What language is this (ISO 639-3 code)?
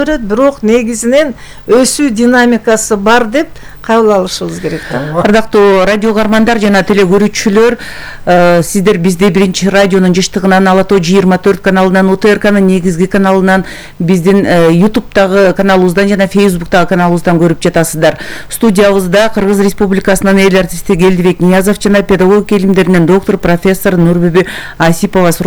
kir